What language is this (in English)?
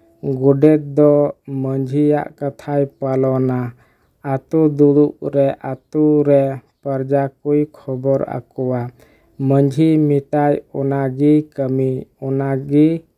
Santali